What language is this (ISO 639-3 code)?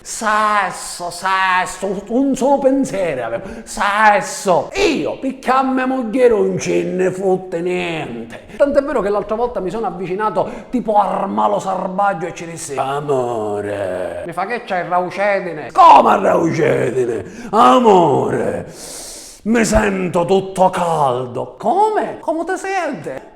scn